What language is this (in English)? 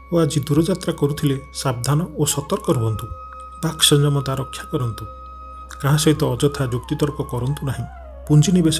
Odia